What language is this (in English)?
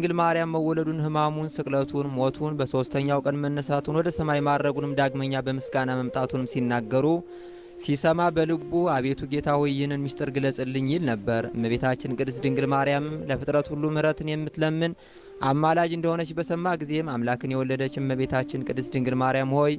Amharic